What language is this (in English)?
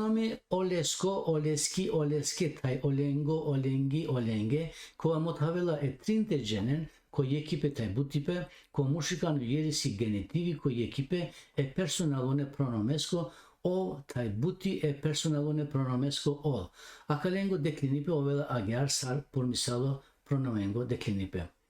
Balkan Romani